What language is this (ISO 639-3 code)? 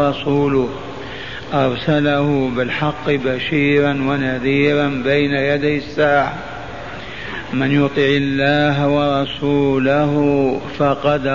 ara